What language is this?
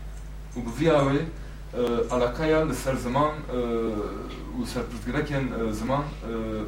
Kurdish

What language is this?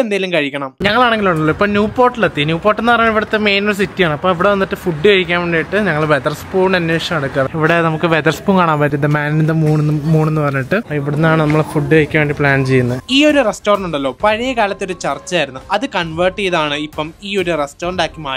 Malayalam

